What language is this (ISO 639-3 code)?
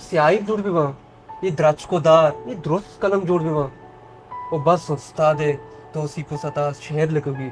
bal